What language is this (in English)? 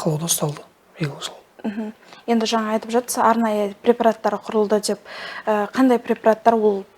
Kazakh